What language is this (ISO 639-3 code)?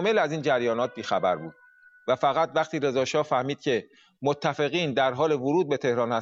fas